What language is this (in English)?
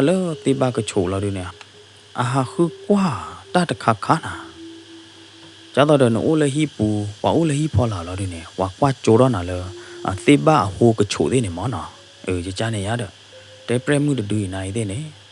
S'gaw Karen